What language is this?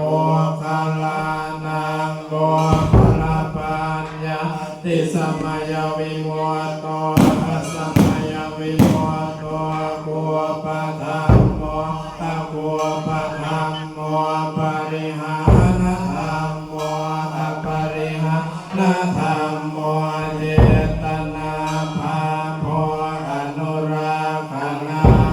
Pali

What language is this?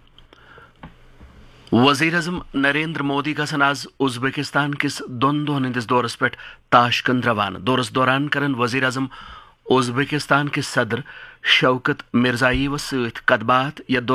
Urdu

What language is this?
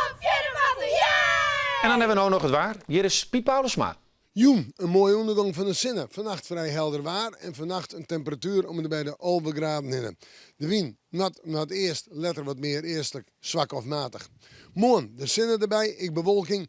Western Frisian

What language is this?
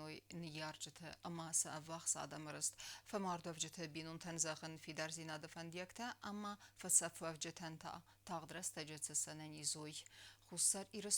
Ossetic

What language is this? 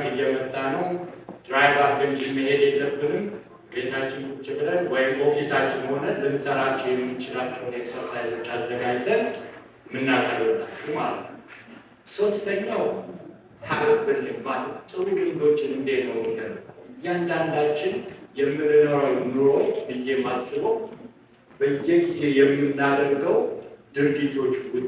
Amharic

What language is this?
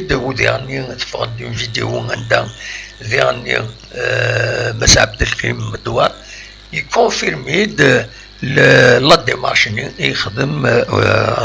Kabyle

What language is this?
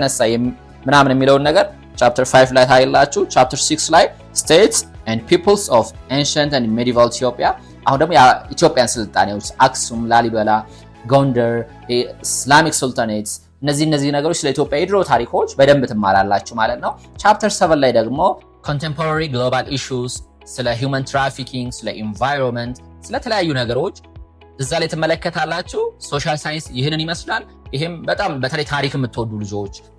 Amharic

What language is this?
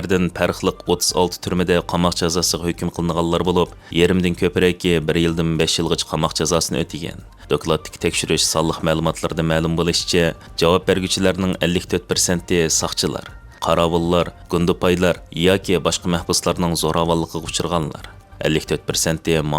Uyghur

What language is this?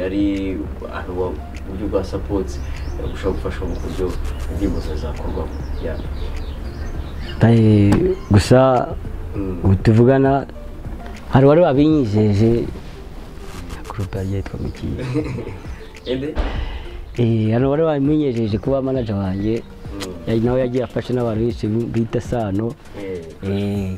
Kinyarwanda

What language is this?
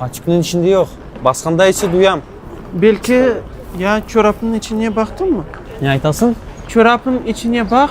Crimean Tatar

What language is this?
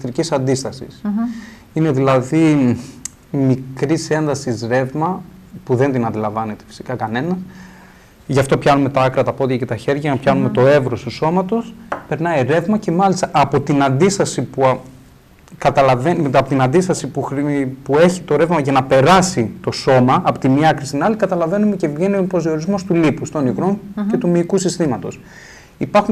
Greek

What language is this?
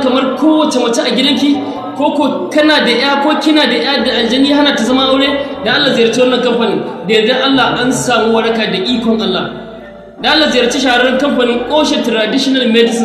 Hausa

